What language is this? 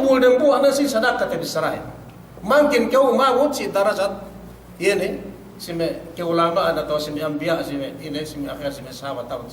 Yakan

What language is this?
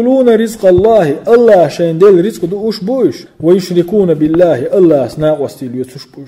Chechen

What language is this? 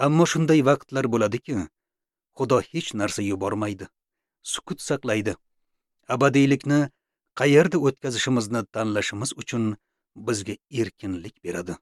Uzbek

